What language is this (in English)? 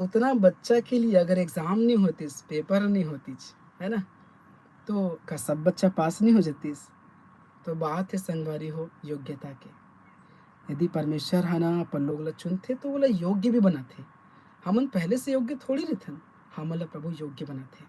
Chhattisgarhi